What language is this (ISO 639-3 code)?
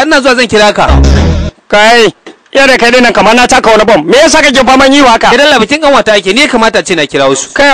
hau